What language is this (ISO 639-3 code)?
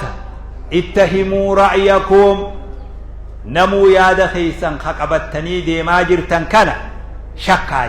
orm